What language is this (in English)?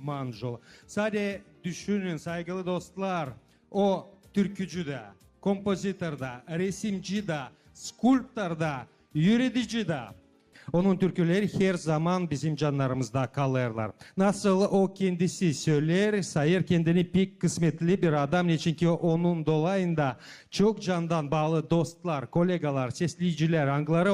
Gagauz